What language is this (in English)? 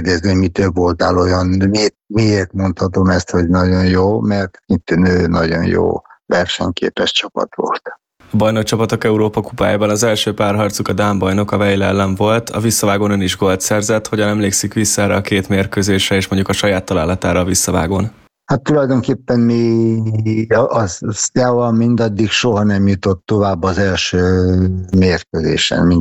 Hungarian